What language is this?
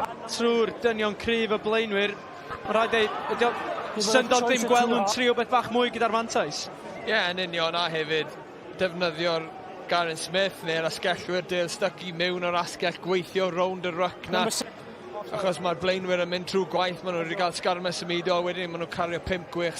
Welsh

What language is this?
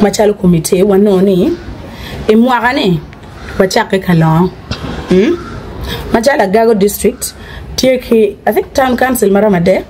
Acoli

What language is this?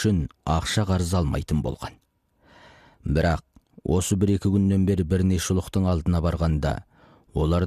Kazakh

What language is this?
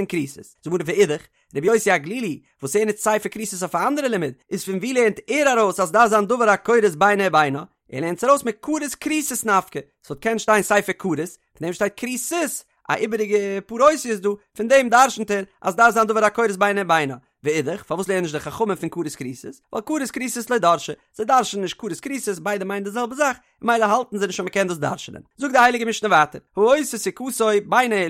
Yiddish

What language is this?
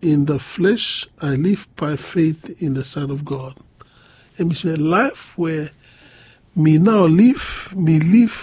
Bislama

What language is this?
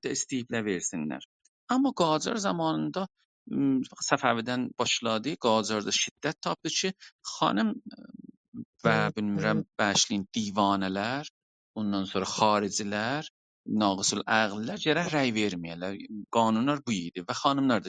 South Azerbaijani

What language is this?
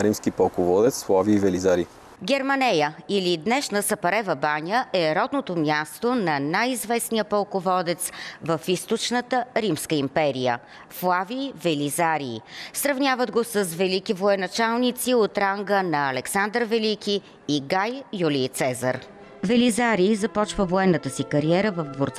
Bulgarian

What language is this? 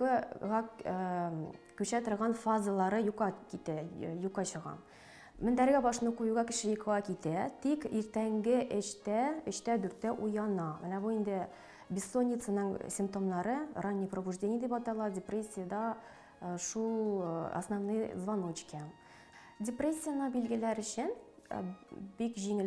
Tatar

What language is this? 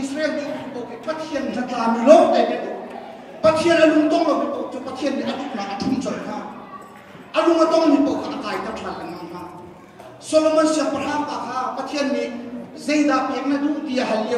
Hakha Chin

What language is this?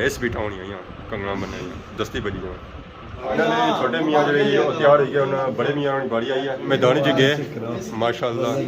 Pahari-Potwari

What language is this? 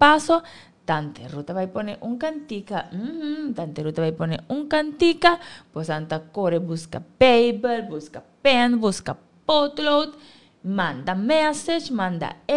Papiamento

